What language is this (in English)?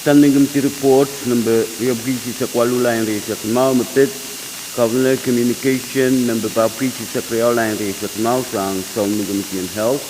Pohnpeian